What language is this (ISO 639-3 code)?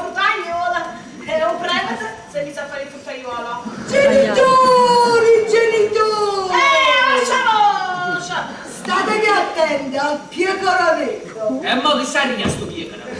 nap